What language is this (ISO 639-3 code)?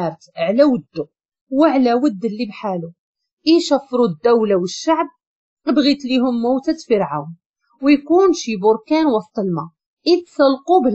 ary